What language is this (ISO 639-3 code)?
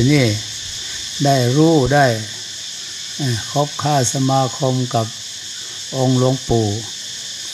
tha